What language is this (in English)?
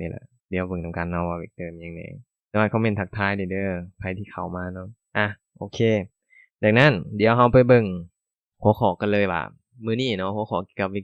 Lao